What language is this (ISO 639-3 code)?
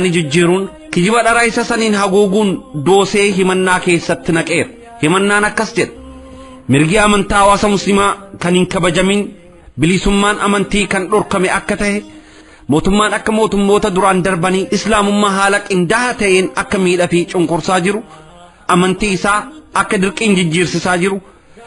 orm